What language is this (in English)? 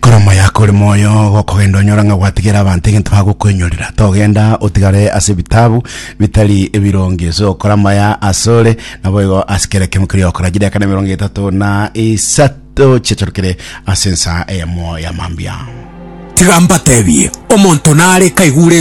Gusii